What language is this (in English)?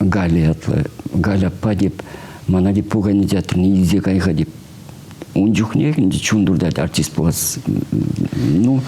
Chuvash